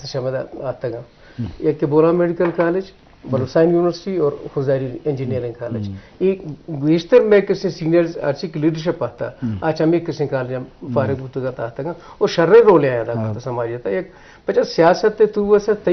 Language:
Eastern Balochi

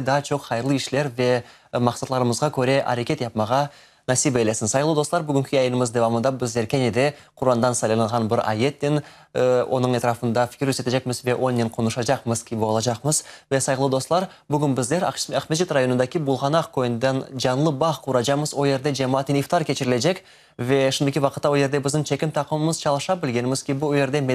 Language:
Crimean Tatar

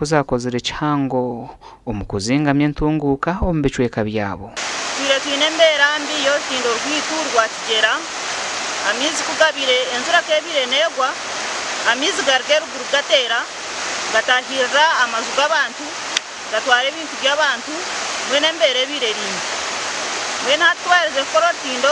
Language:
Nyankole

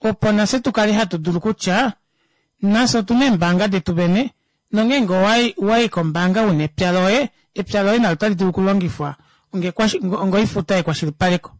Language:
Kuanyama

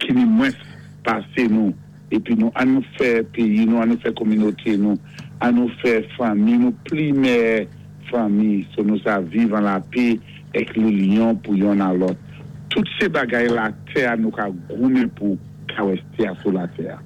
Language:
Saint Lucian Creole French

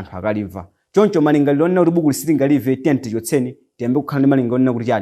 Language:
Nyanja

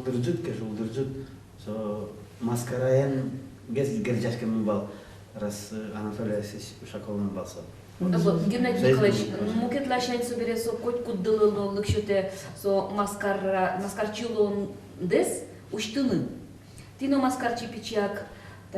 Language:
Udmurt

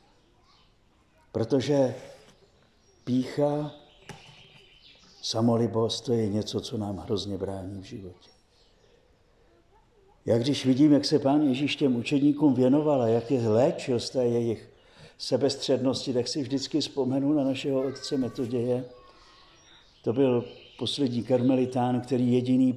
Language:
Czech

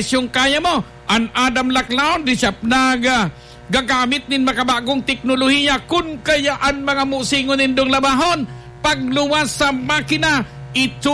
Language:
Bikol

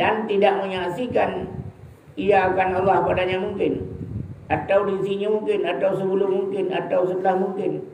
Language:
Achinese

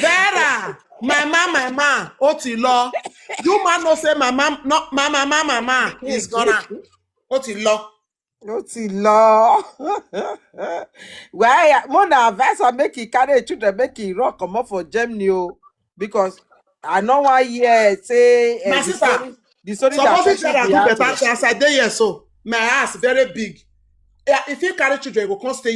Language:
Nigerian Pidgin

